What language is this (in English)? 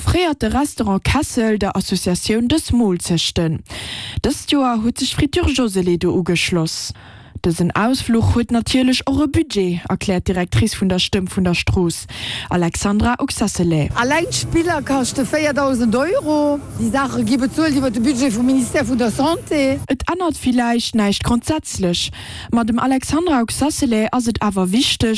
Luxembourgish